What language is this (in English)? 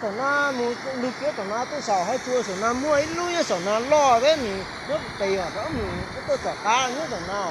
Hmong